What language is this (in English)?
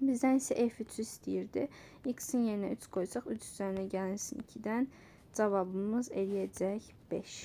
Azerbaijani